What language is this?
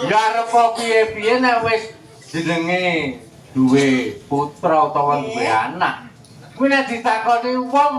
Javanese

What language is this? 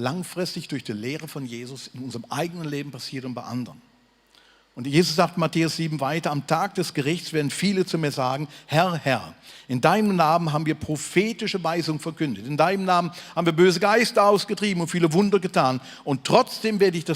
Swiss German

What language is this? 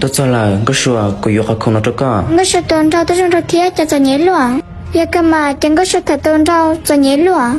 Hmong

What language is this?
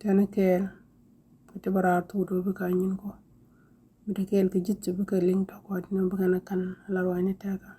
Nuer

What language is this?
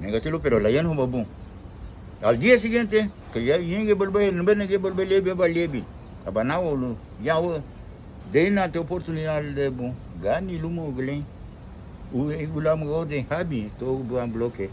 Garifuna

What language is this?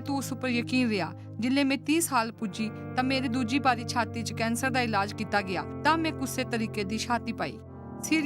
Dogri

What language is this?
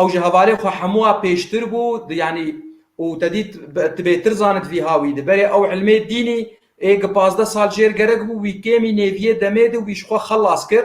Kurdish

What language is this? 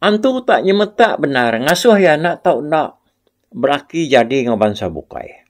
Iban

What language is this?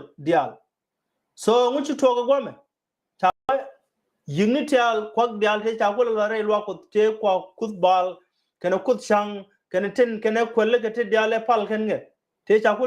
Nuer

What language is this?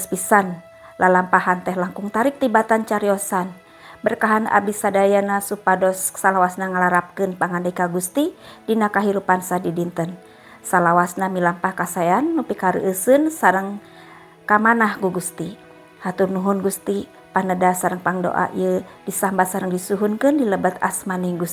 Sundanese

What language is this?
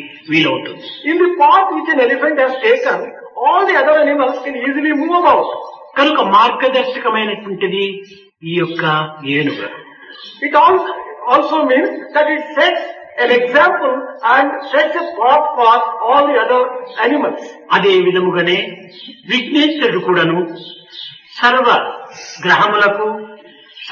Telugu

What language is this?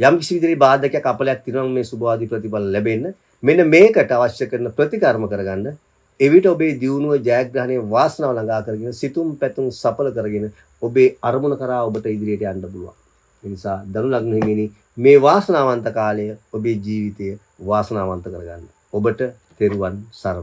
Sinhala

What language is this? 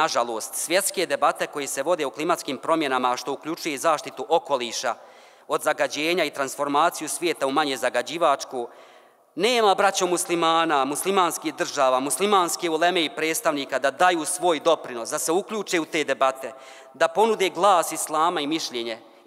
Bosnian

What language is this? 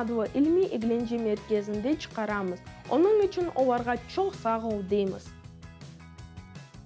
Crimean Tatar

